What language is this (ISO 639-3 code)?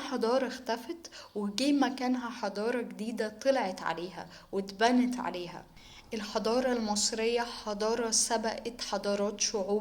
arz